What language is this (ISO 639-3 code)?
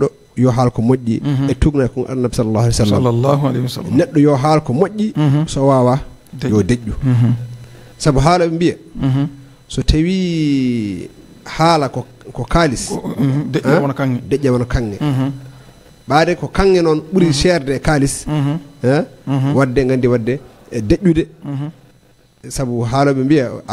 ful